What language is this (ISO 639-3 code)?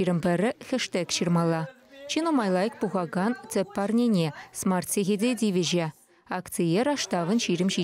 chv